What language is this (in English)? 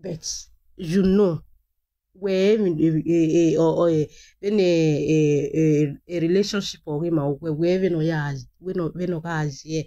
Nigerian Pidgin